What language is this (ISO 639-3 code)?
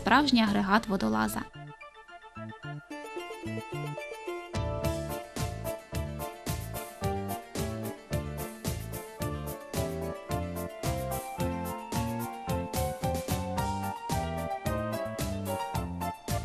ukr